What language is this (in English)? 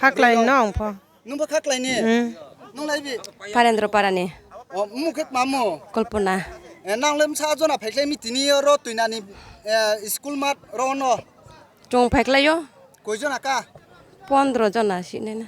Riang (India)